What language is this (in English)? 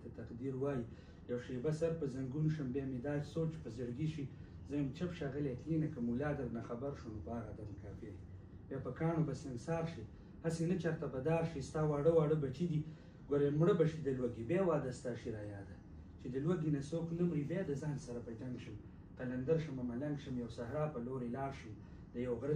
Pashto